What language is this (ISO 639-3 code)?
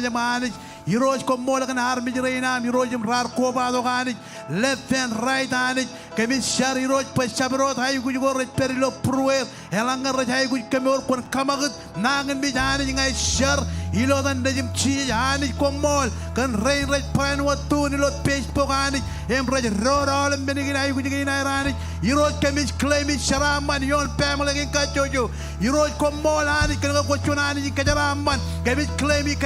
mah